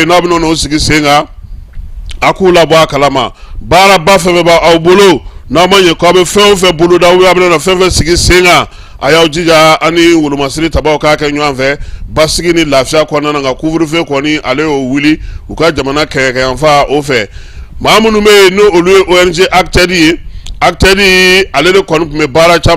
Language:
Bambara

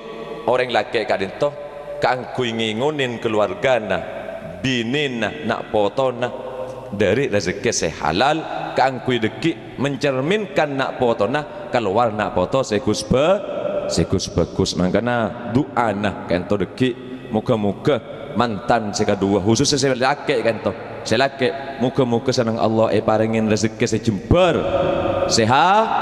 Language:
Madurese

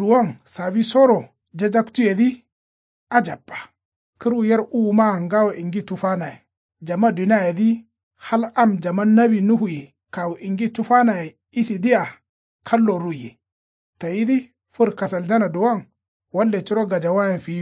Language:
Kanuri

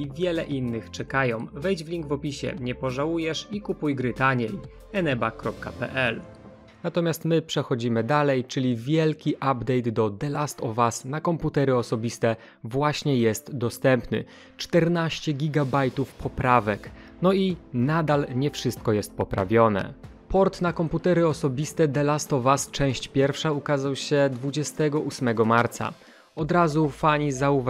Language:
Polish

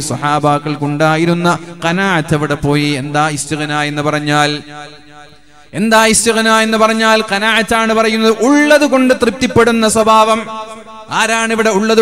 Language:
Malayalam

